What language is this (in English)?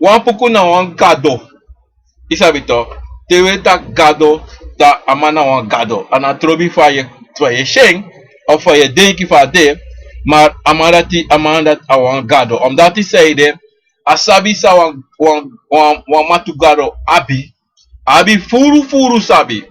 Sranan Tongo